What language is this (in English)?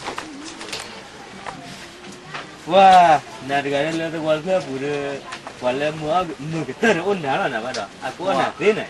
S'gaw Karen